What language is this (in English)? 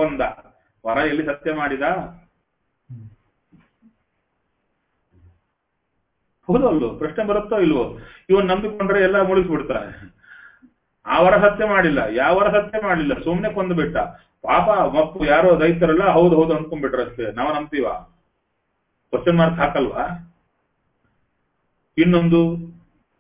Kannada